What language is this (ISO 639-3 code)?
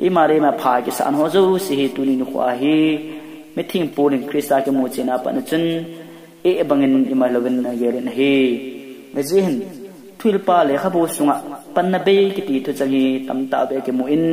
tcz